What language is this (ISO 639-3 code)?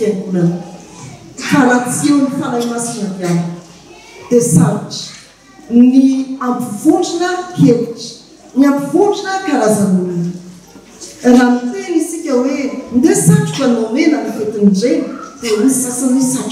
mlg